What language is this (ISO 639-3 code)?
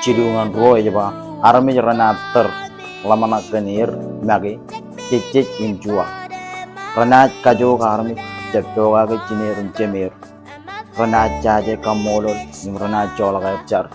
mah